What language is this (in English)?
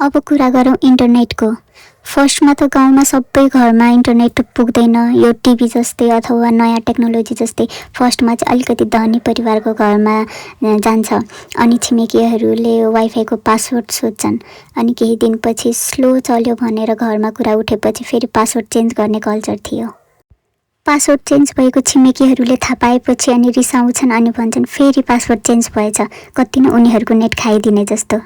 Nepali